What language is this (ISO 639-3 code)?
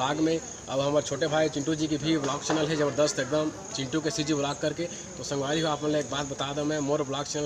hne